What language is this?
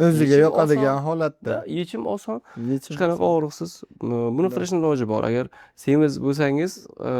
Uzbek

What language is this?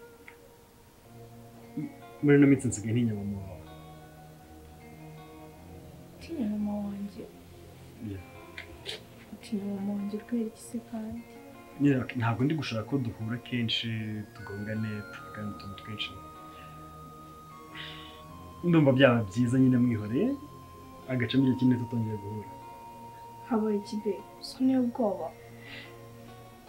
Kinyarwanda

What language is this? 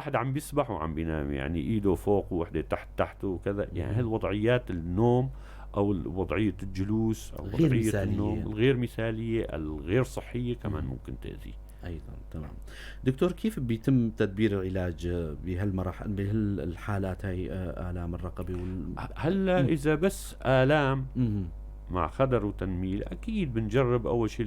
North Levantine Arabic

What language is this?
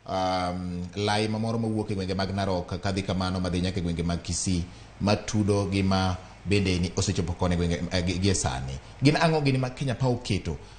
Luo (Kenya and Tanzania)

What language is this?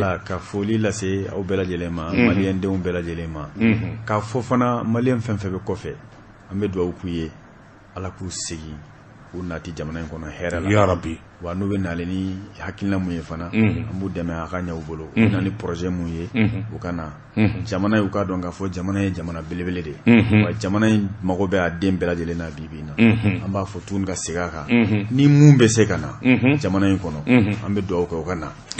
Bambara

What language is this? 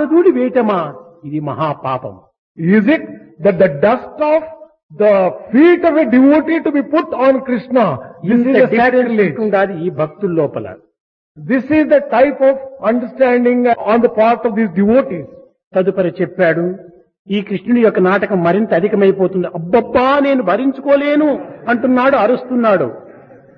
Telugu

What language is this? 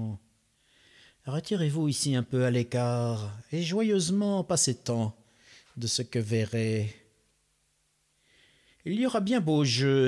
French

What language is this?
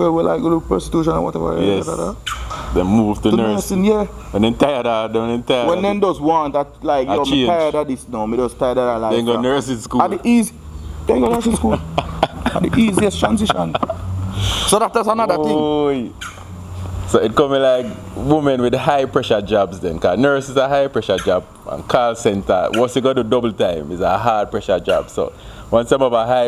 Jamaican Creole English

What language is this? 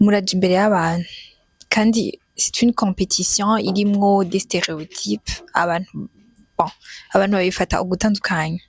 Rundi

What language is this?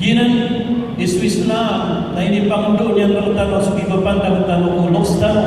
Maranao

